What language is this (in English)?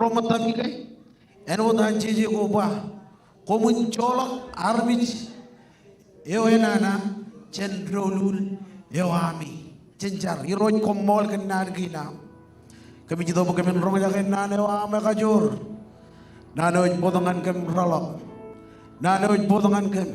Marshallese